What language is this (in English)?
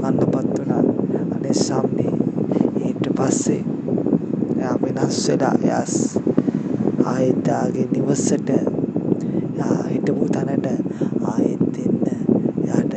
Sinhala